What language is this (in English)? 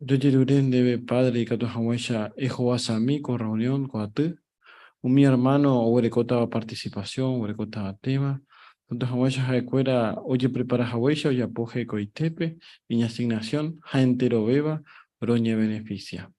Guarani